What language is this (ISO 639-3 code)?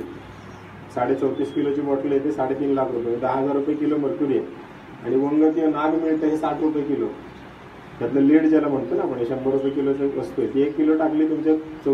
mar